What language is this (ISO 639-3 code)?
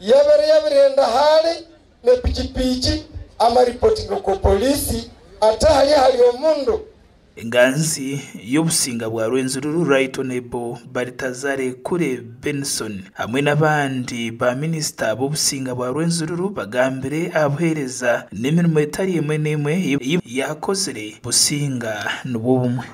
nyn